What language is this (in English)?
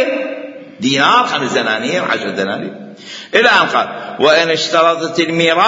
Mesopotamian Arabic